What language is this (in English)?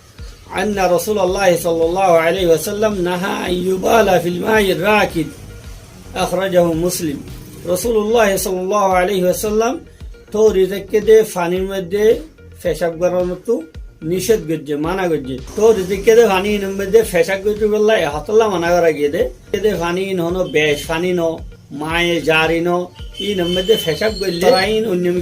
Rohingya